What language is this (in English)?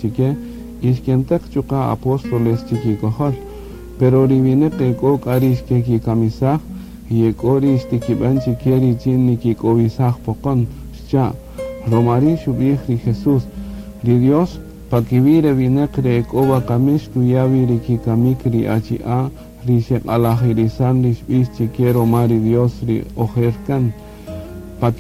Kaqchikel